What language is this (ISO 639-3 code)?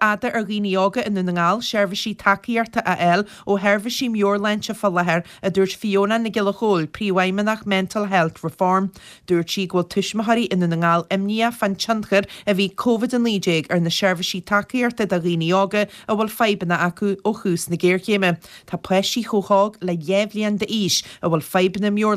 gle